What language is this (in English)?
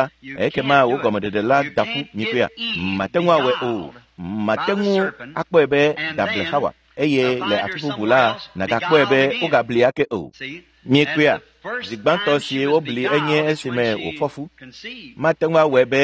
Ewe